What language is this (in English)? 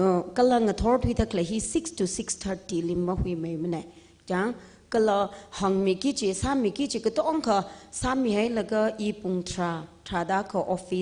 Tangkhul Naga (India)